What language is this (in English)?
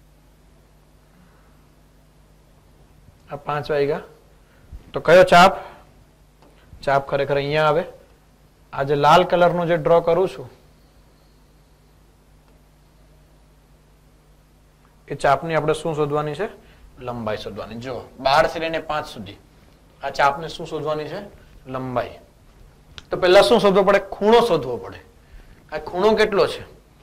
Gujarati